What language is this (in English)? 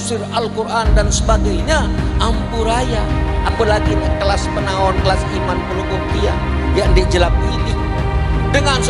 Sasak